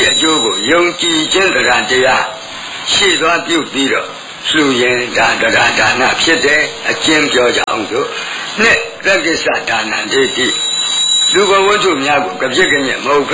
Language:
Burmese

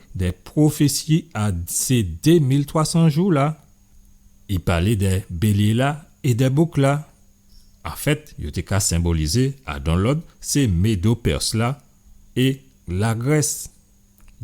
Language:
Guadeloupean Creole French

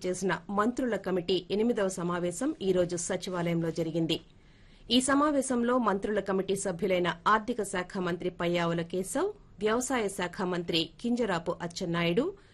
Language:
Telugu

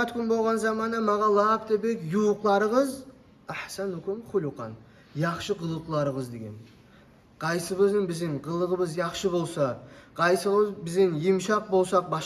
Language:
Kumyk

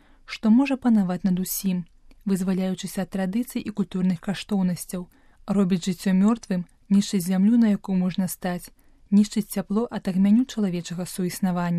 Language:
Belarusian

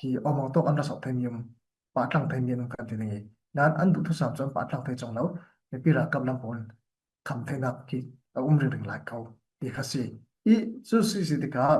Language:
Falam Chin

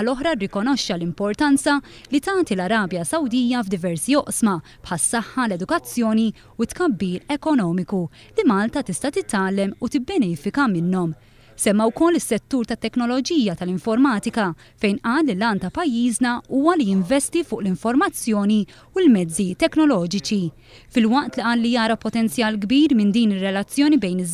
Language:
Maltese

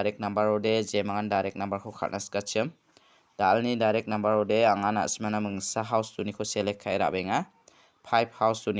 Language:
Garo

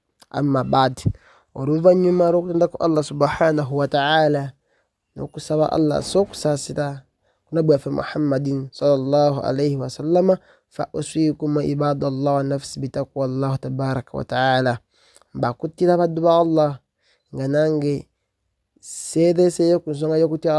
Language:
Ganda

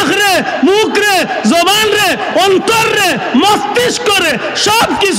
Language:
Sylheti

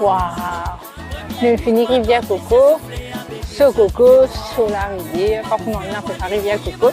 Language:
Morisyen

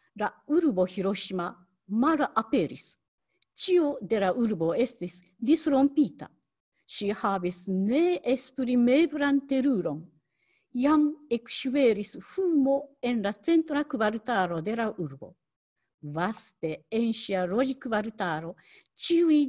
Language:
Esperanto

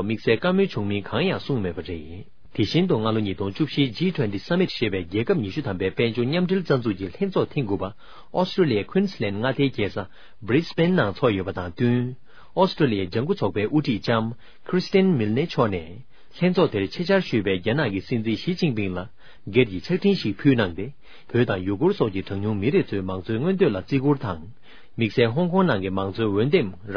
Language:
Tibetan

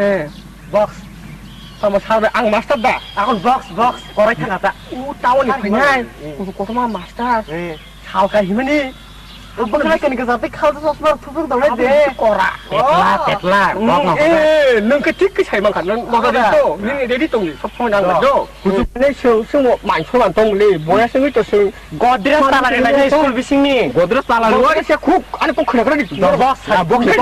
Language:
Kok Borok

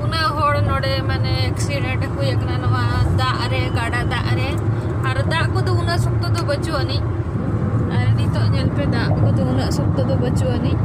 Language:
Santali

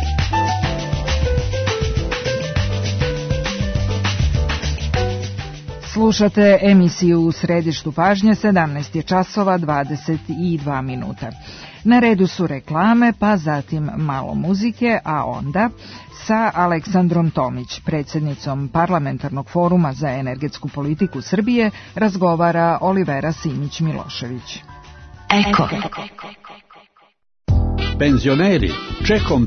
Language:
Serbian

